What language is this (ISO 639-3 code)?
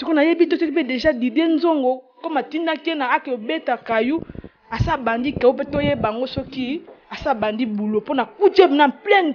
lin